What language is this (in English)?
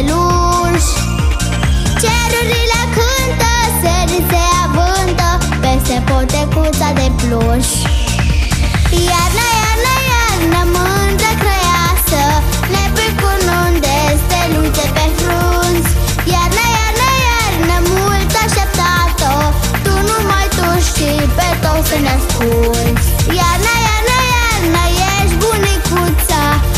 Romanian